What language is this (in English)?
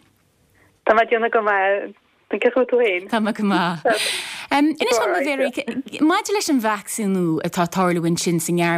Irish